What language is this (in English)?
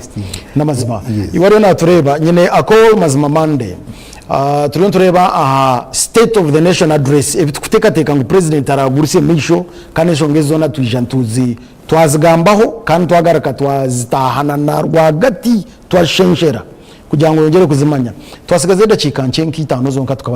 Nyankole